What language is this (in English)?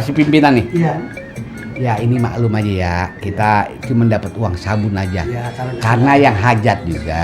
Betawi